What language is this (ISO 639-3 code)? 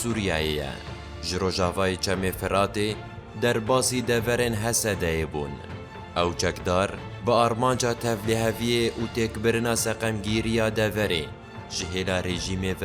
kur